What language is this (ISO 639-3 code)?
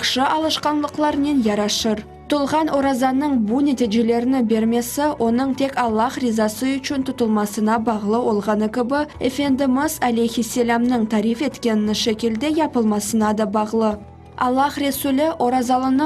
crh